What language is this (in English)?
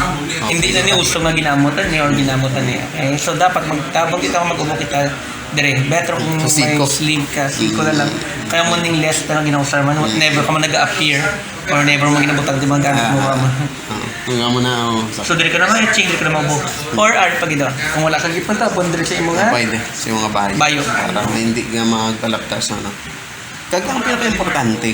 Hiligaynon